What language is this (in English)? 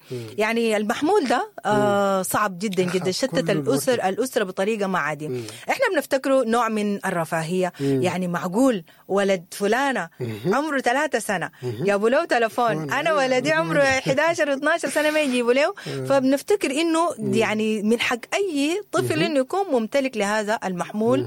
Sudanese Arabic